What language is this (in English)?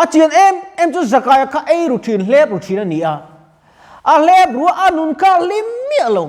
Mizo